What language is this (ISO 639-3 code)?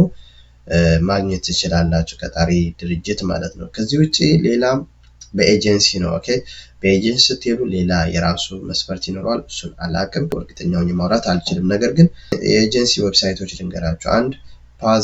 amh